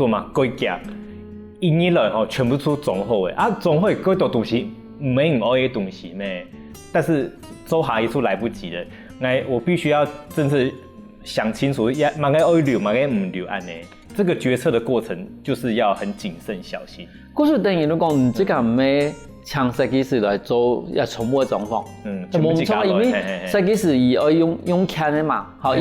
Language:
Hakka Chinese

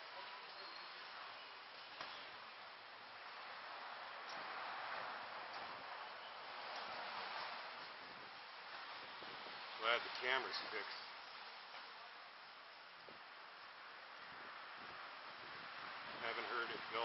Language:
English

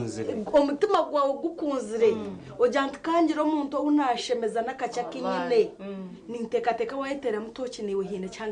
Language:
Nyankole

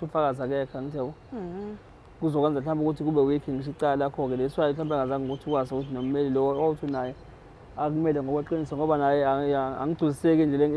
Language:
Zulu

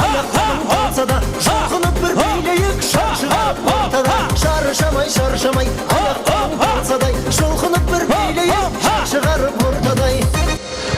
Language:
Kara-Kalpak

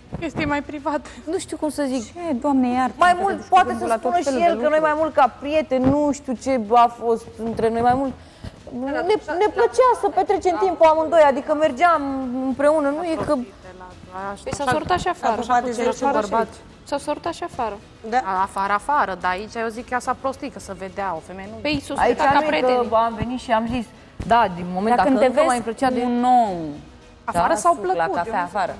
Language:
Romanian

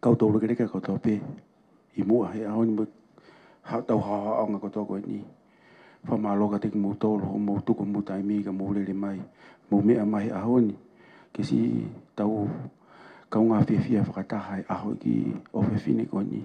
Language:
Tongan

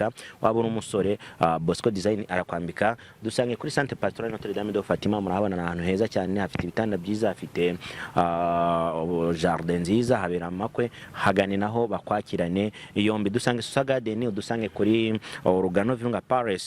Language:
Kinyarwanda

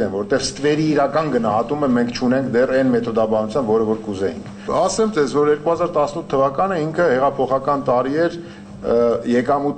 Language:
Armenian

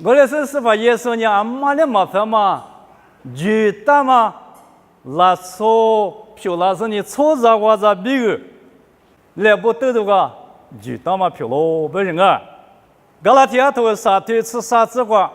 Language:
Lisu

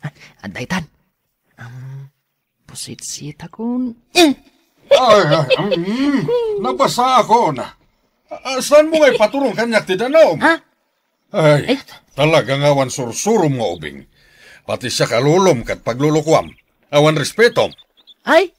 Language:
Iloko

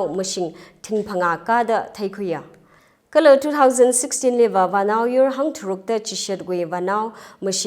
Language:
Tangkhul Naga (India)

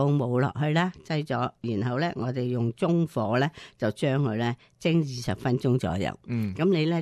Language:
Cantonese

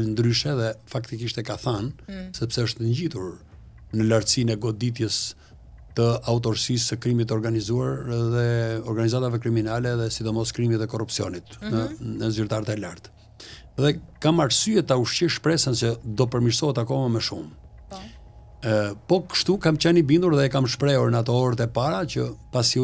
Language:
Albanian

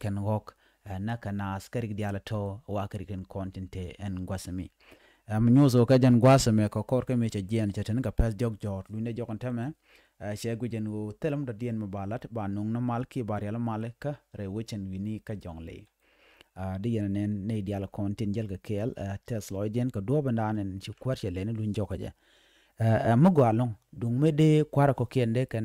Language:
Nuer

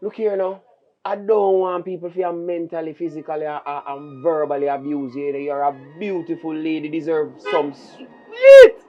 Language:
Jamaican Creole English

